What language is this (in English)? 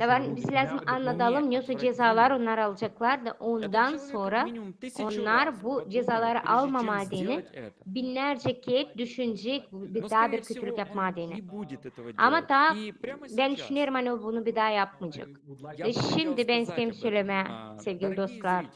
Gagauz